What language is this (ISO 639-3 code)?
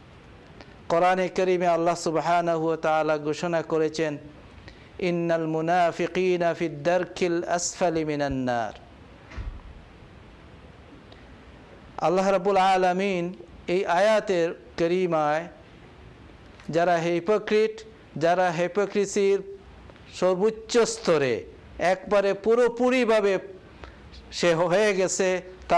ben